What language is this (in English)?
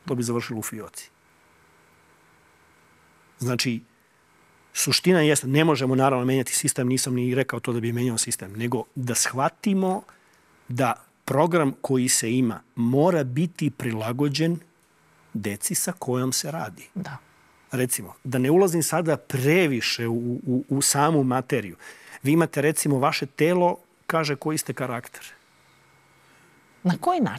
Serbian